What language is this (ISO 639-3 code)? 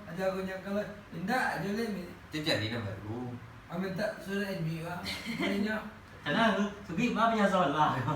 min